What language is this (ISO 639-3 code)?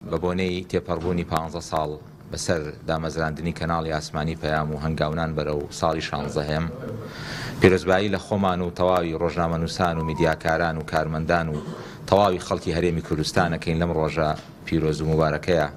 ckb